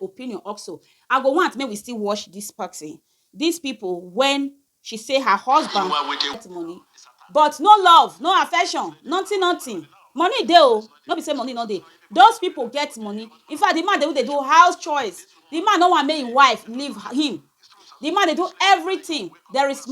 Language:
Nigerian Pidgin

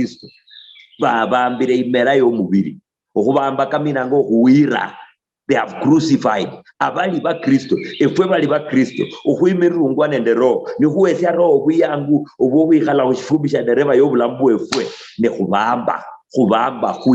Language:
Luyia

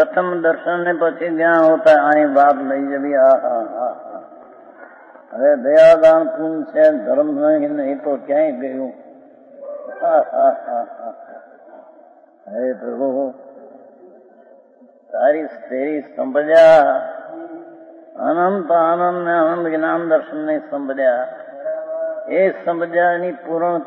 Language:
Gujarati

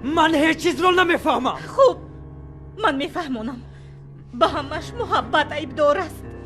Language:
Tajik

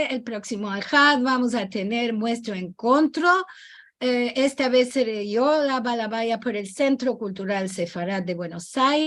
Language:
Ladino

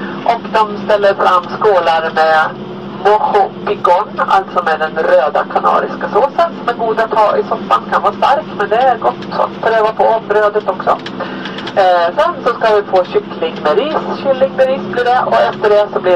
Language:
Swedish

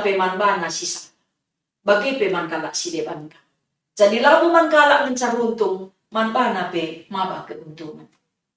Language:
Batak Karo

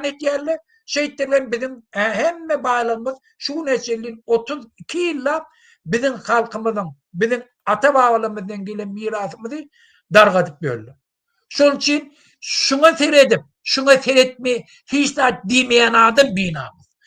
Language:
Turkmen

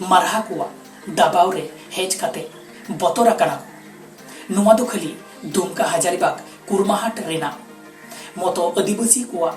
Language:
Santali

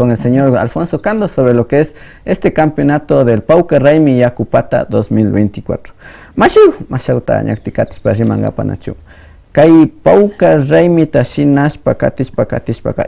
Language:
Imbabura Highland Quichua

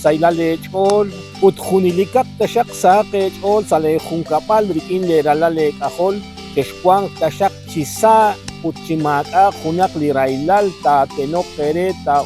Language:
Kekchí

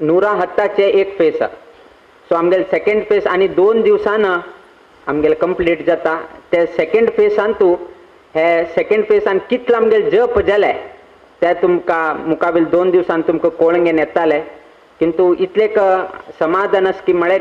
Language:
Konkani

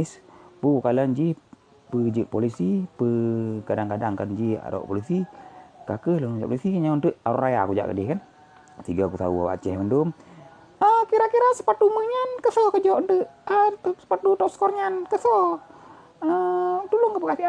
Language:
Achinese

